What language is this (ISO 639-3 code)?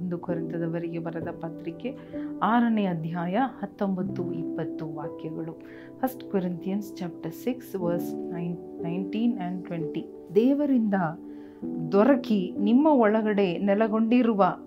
kan